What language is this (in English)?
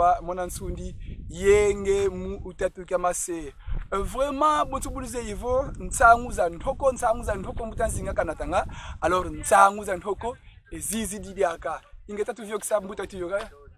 Kongo